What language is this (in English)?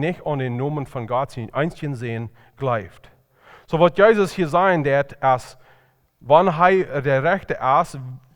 Plautdietsch